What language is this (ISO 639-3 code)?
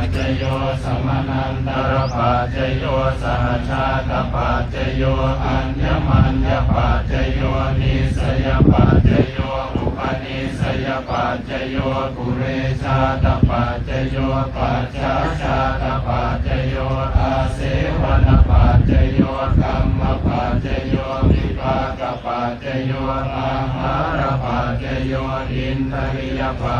pli